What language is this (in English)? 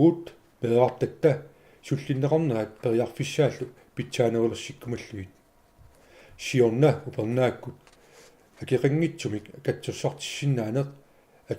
Kalaallisut